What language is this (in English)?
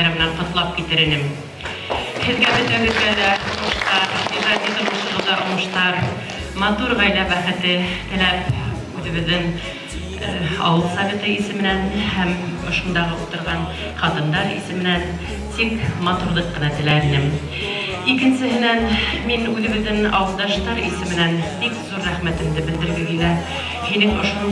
Bashkir